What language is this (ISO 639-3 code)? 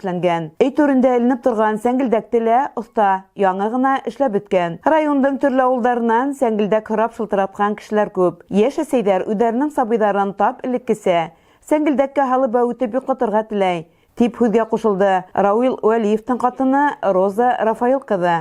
bak